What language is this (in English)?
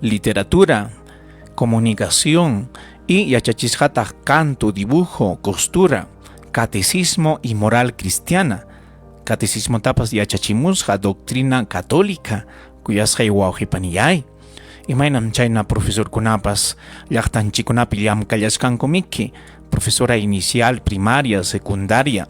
Ayacucho Quechua